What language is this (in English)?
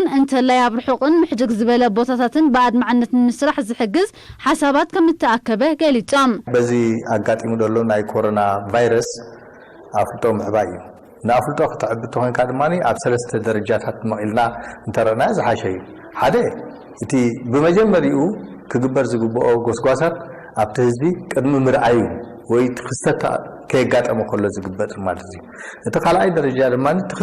Tigrinya